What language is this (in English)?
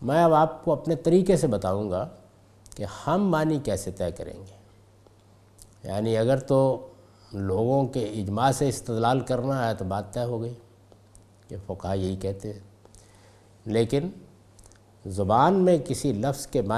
Urdu